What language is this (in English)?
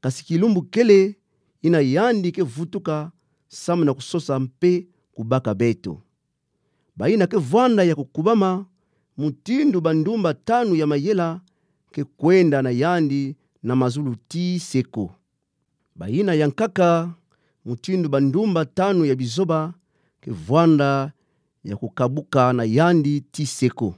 Kituba (Democratic Republic of Congo)